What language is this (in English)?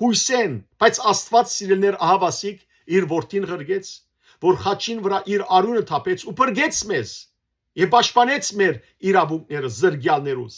Western Armenian